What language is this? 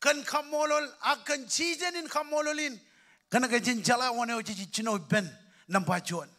Marshallese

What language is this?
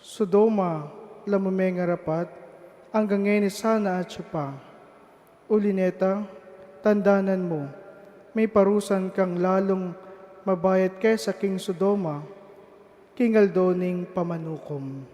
Pampanga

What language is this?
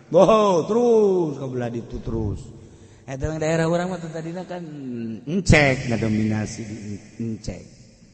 Sundanese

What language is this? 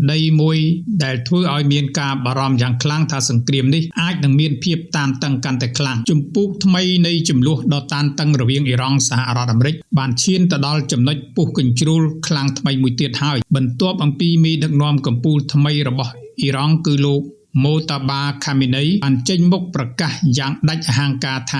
Khmer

